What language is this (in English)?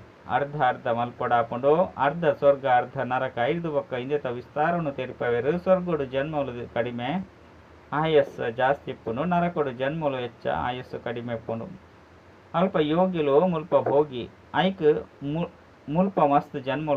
Tulu